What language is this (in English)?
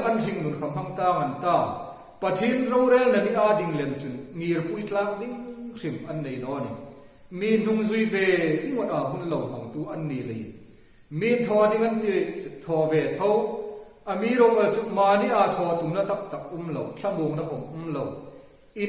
Hmar